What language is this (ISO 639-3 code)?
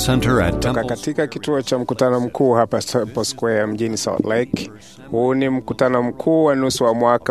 swa